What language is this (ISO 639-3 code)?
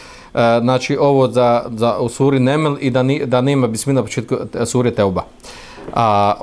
bos